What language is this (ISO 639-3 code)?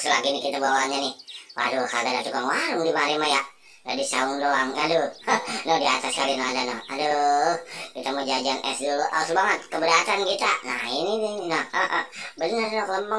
bew